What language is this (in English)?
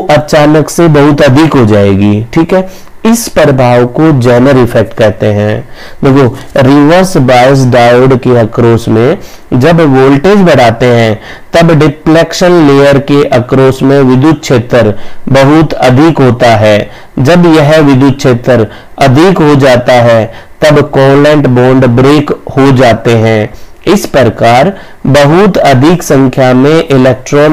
Hindi